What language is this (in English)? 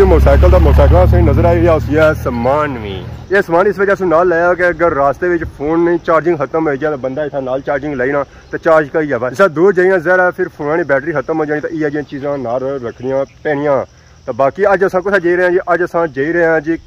Pahari-Potwari